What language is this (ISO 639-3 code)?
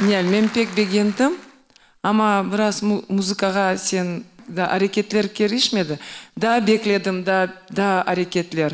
crh